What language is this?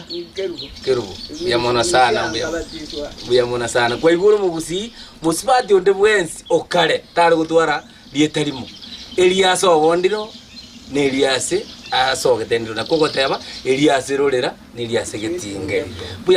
Gusii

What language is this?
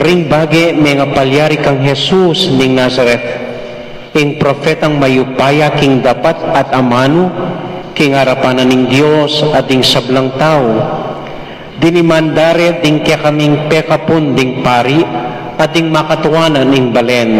Pampanga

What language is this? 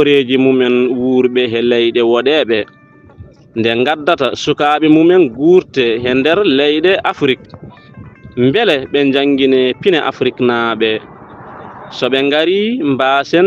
Fula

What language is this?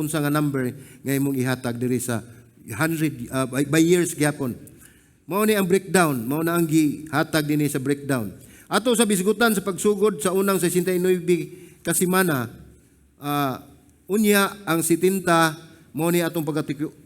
Cebuano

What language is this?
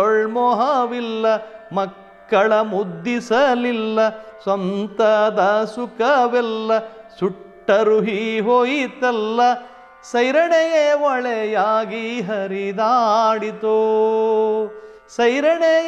Kannada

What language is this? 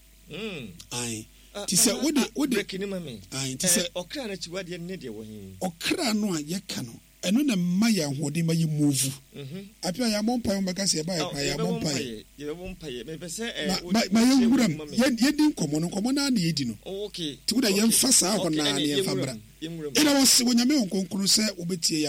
Akan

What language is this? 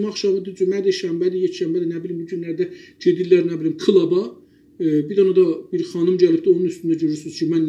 South Azerbaijani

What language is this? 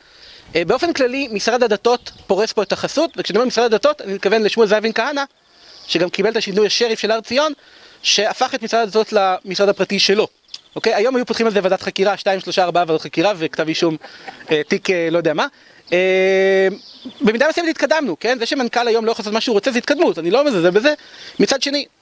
Hebrew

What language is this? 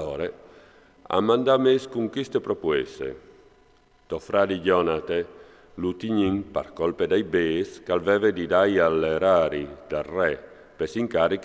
Friulian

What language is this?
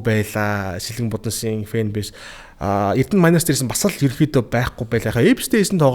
Mongolian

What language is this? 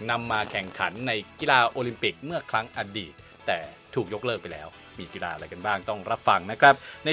Thai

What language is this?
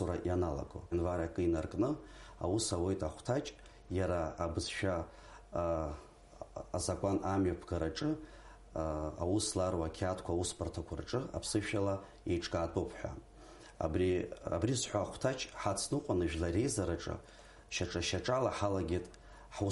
Abkhazian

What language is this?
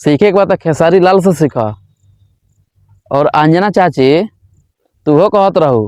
Bhojpuri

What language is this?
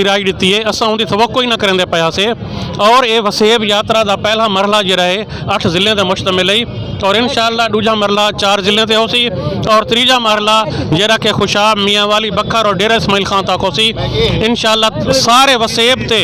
Saraiki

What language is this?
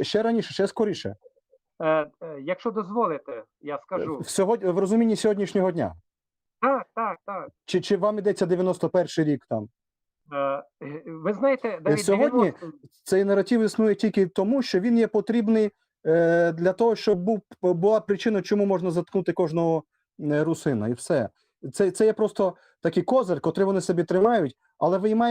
Rusyn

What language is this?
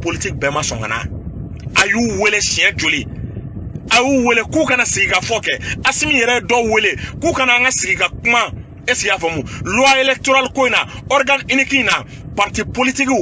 Bambara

